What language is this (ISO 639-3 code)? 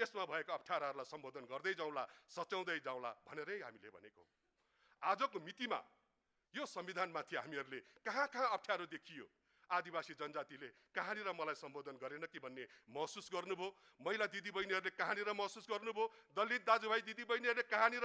nep